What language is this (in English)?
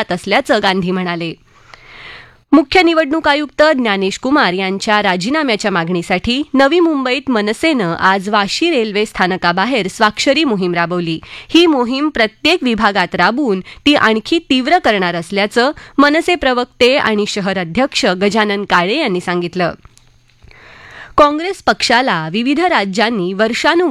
Marathi